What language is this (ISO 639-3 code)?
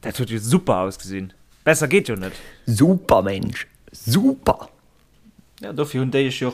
ltz